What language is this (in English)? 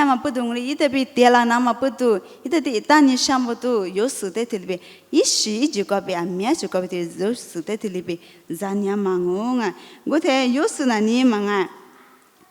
Lisu